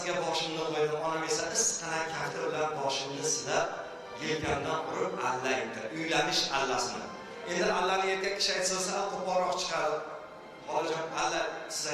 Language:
Uzbek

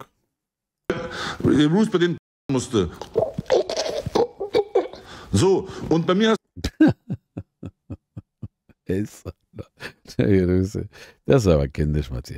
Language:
German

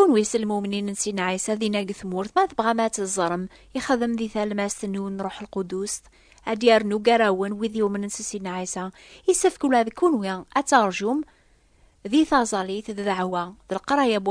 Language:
Kabyle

